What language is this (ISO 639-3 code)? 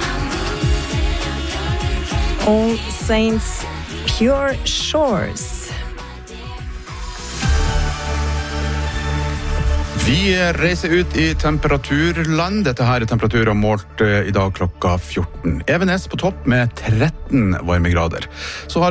nor